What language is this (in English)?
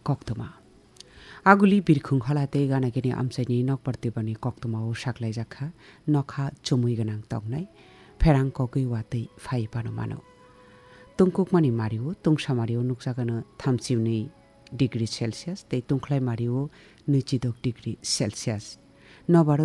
Kok Borok